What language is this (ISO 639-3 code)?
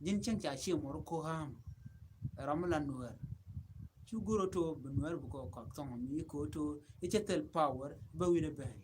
nus